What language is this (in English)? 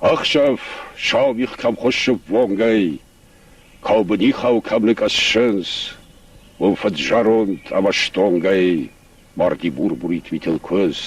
Ossetic